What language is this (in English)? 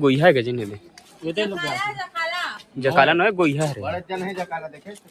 Chhattisgarhi